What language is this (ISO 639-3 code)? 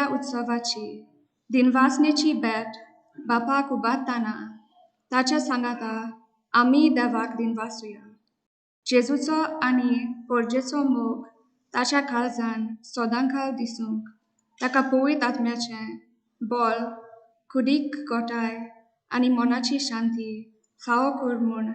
kok